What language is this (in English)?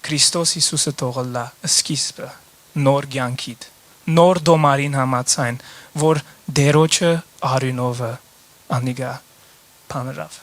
Western Armenian